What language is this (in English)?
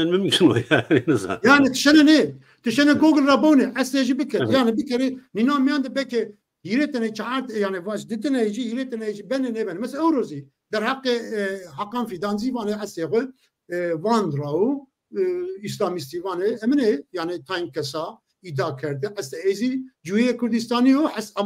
Zaza